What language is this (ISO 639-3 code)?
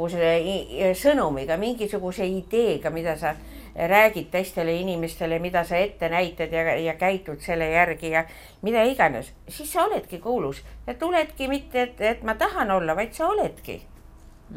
est